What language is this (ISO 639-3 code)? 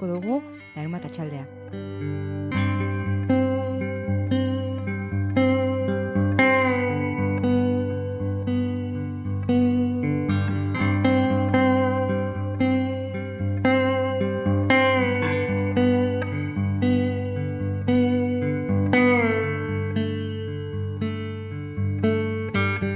eus